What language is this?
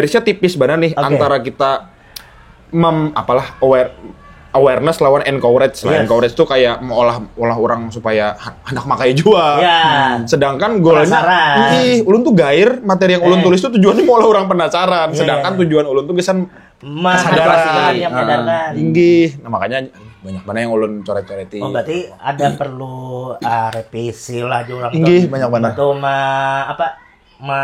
Banjar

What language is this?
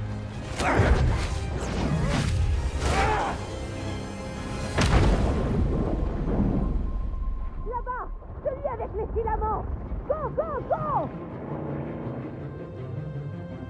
French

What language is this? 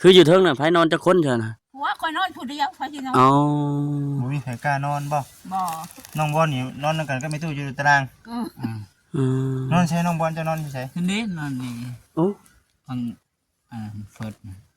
Lao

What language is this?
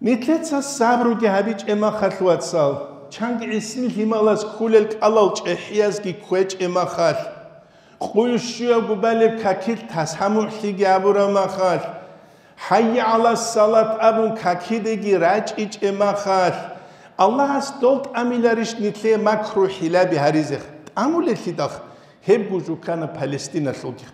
Avaric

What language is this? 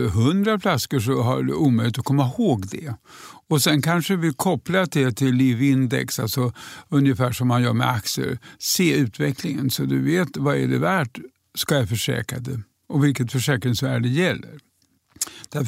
Swedish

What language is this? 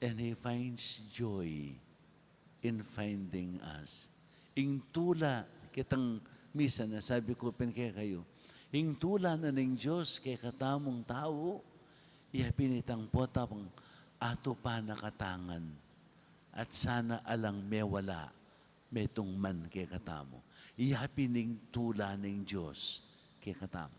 Pampanga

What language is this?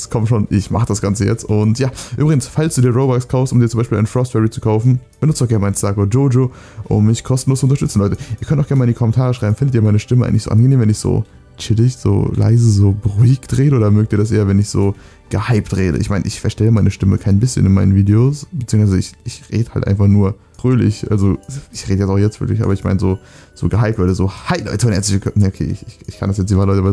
German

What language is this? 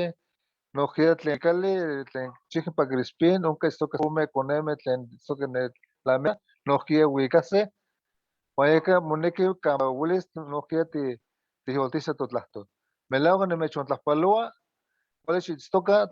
Eastern Huasteca Nahuatl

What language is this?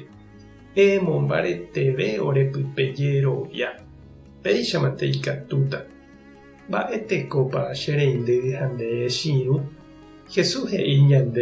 Guarani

